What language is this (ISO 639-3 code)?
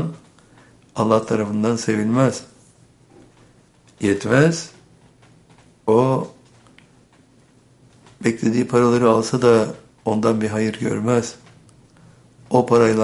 tur